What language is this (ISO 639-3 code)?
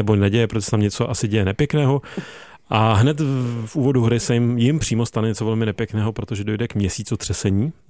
ces